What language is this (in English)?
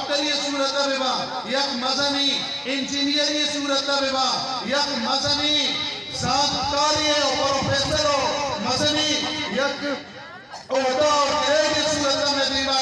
Eastern Balochi